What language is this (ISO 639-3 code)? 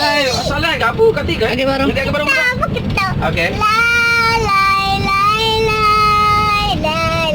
iba